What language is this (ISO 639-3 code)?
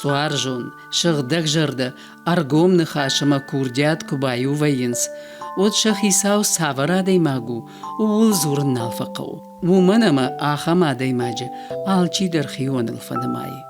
oss